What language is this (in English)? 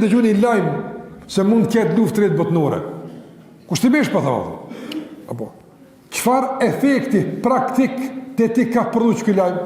Albanian